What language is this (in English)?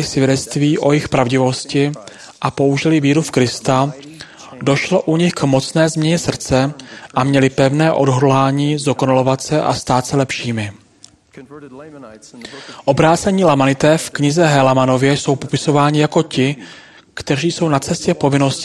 Czech